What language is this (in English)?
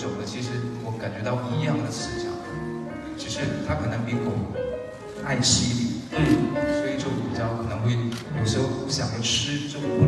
Chinese